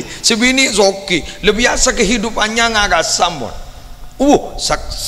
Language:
Madurese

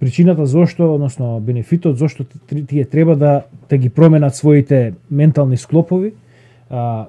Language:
Macedonian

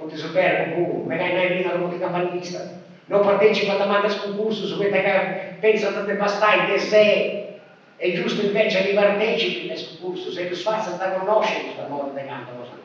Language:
Sardinian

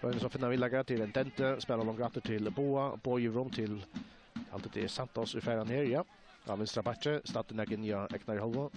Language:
Faroese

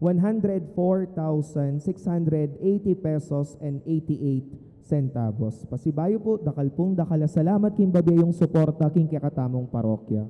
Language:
Pampanga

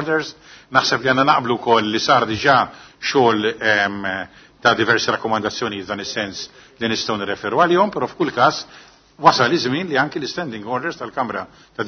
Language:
Maltese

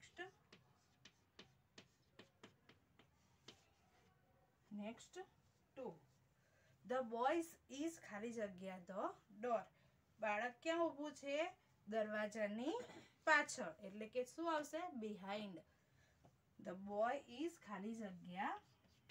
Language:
Gujarati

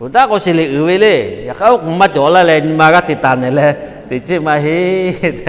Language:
Lahu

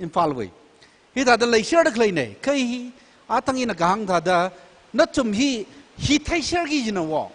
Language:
Tangkhul Naga (India)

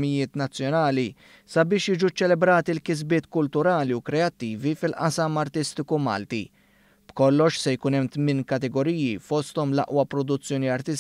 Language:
Maltese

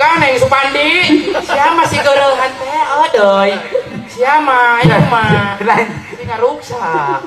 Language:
Sundanese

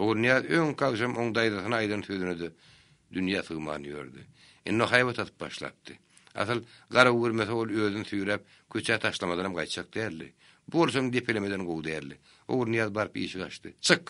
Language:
Turkmen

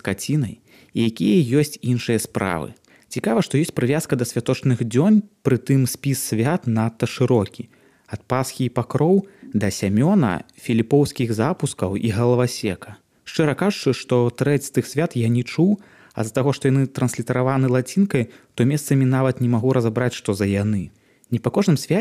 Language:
Belarusian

